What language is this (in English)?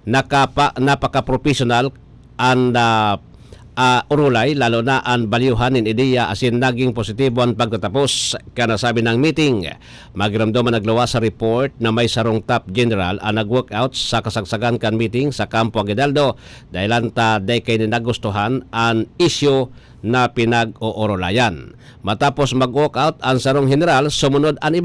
Bikol